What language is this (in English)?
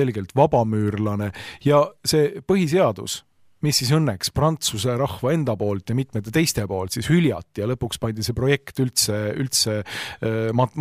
Estonian